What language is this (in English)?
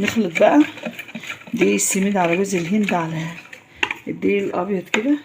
Egyptian Arabic